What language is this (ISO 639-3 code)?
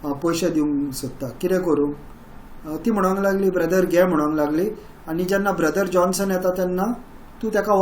kok